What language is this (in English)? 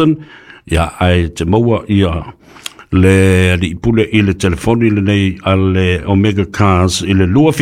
Samoan